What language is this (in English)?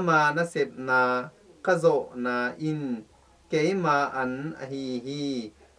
Tedim Chin